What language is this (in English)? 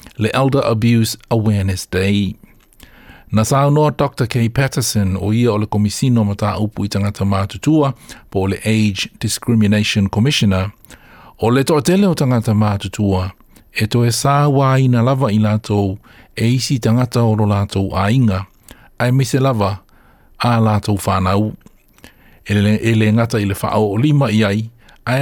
Samoan